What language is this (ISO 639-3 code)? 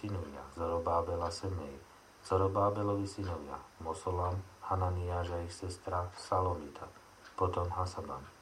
slk